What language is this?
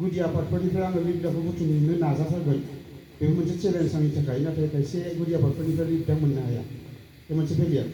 Bodo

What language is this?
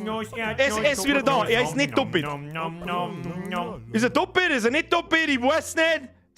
Bavarian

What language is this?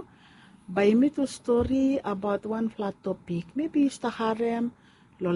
Bislama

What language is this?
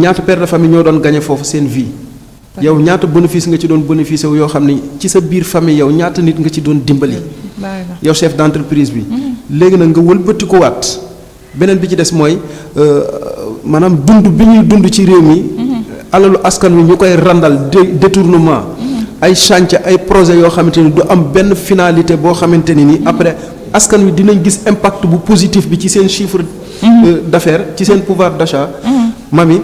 Wolof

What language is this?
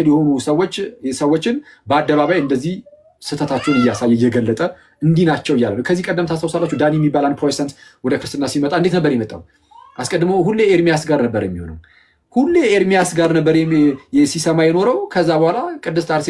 Amharic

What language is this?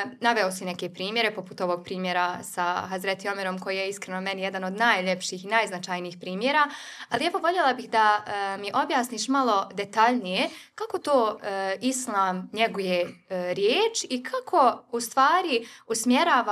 Bosnian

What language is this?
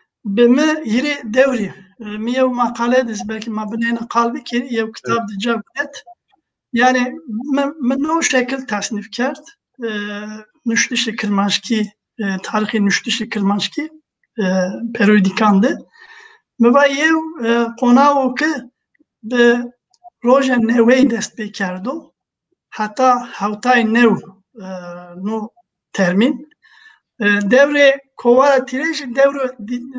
Zaza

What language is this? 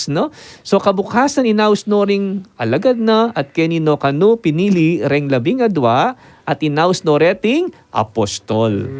Pampanga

